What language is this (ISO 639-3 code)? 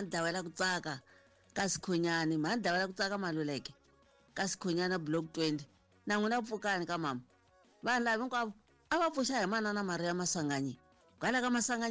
tso